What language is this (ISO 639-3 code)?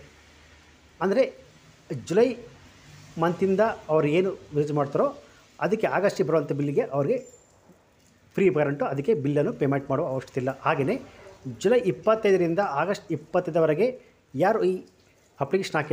kan